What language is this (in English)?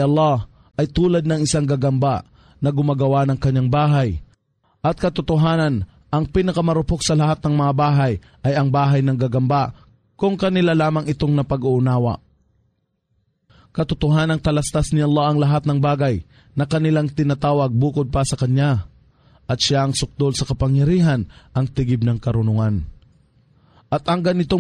Filipino